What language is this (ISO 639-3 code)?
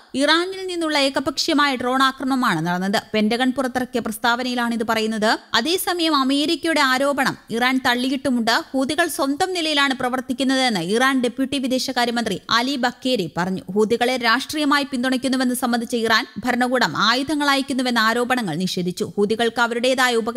mal